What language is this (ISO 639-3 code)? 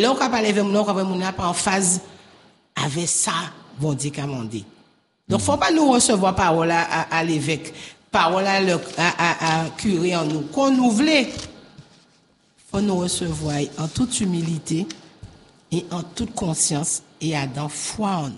fra